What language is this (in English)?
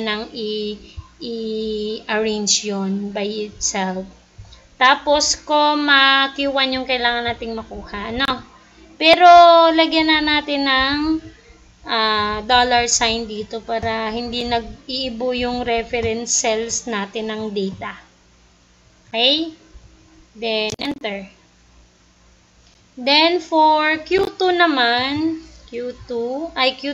Filipino